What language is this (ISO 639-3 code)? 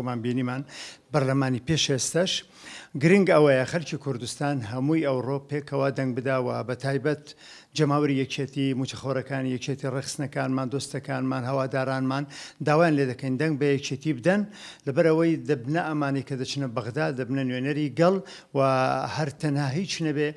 ckb